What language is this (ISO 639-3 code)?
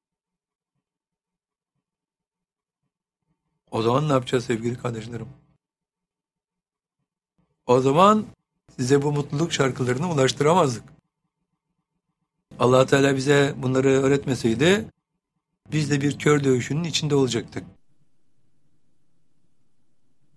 tur